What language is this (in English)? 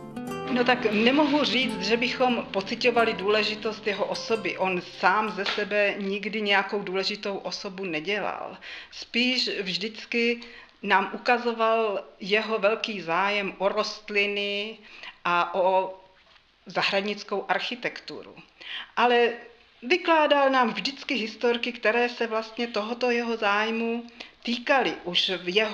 Czech